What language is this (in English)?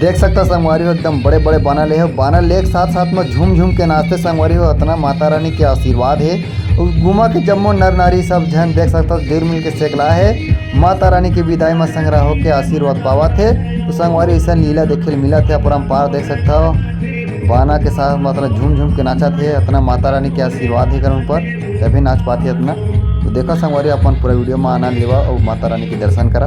Chhattisgarhi